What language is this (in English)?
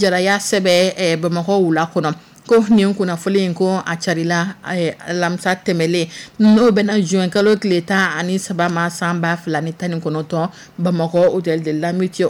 Dyula